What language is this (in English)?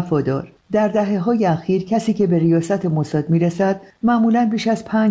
Persian